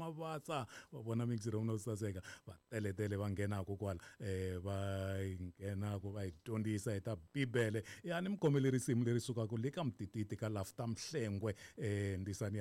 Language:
Tsonga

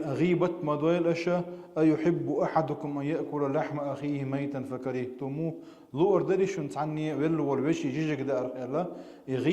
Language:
Chechen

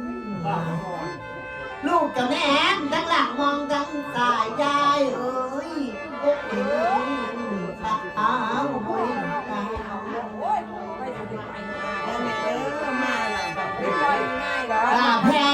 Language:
Northeastern Thai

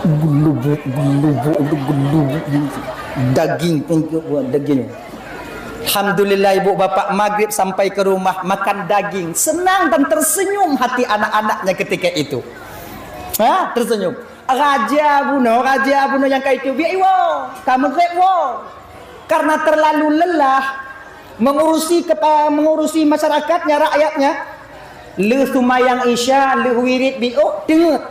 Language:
Achinese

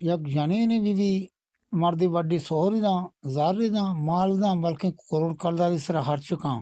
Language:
Eastern Balochi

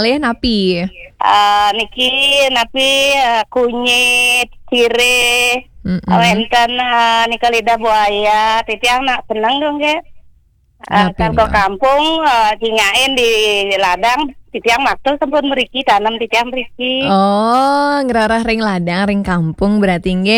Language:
Balinese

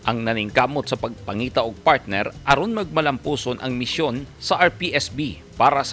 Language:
Cebuano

